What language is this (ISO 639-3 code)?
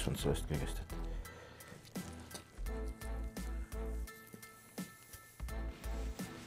est